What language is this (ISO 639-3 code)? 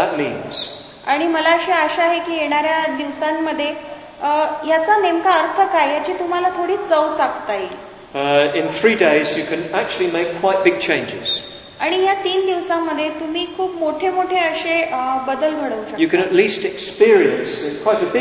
mar